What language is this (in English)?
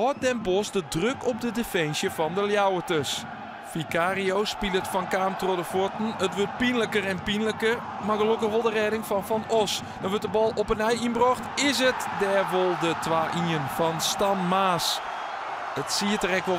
Western Frisian